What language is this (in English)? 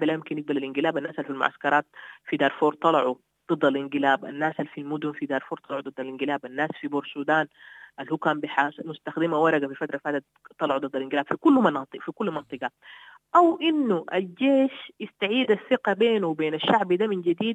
Sudanese Arabic